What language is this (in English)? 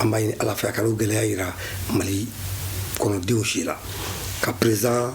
Bambara